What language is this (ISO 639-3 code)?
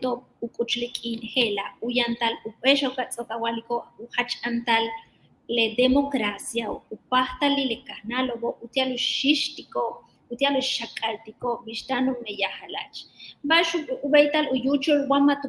yua